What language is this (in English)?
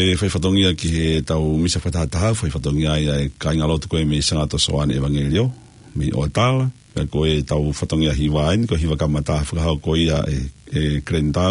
Tongan